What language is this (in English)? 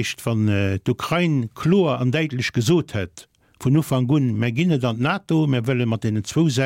Luxembourgish